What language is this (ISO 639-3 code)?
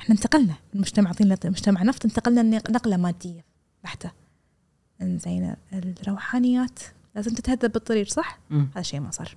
afb